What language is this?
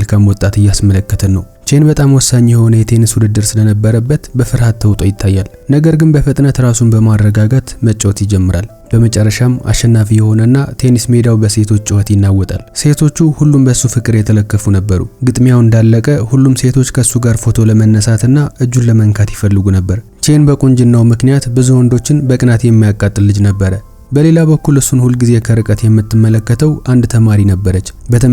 Amharic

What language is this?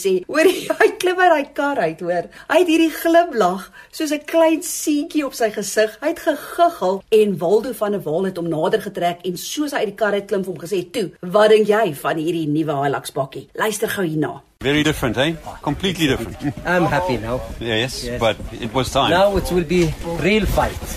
Afrikaans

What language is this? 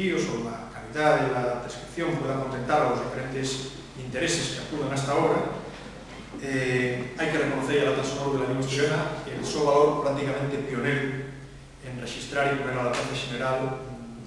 Asturian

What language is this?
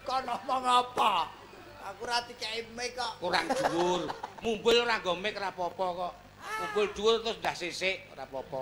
Javanese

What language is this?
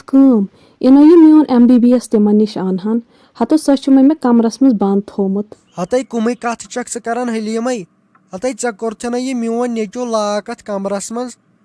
Kashmiri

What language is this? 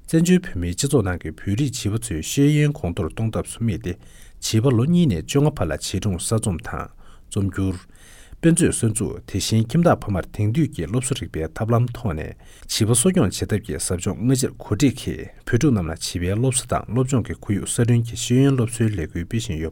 Tibetan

